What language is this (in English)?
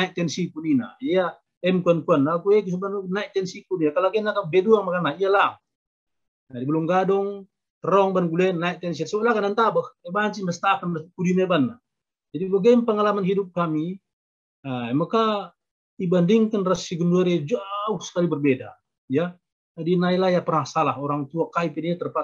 Batak Karo